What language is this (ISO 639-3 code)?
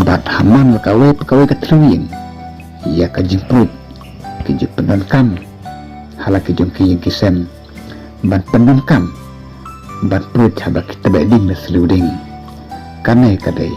kha